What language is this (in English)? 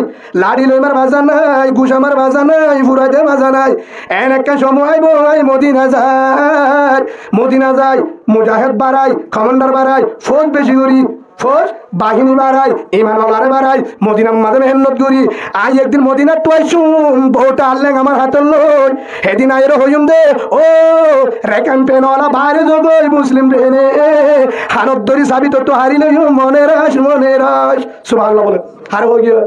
Rohingya